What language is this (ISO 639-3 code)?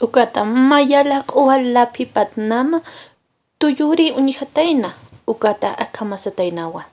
aym